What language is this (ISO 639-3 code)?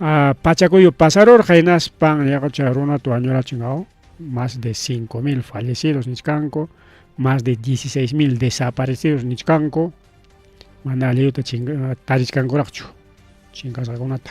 quy